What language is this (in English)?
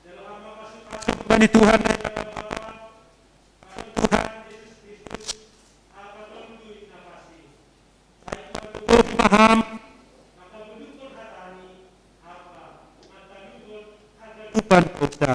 Batak Simalungun